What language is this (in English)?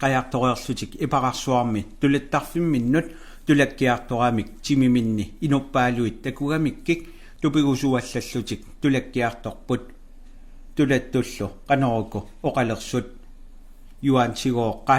Kalaallisut